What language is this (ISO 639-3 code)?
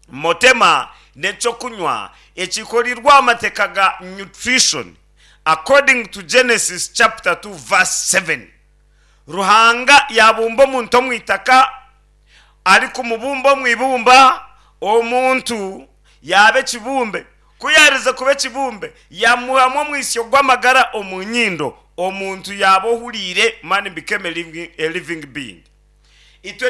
nyn